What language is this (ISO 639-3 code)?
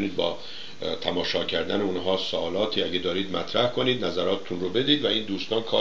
fas